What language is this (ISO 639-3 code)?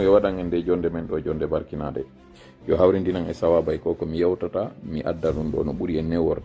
ful